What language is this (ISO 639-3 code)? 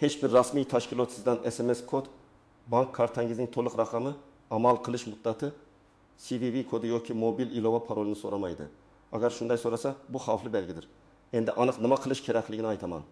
uzb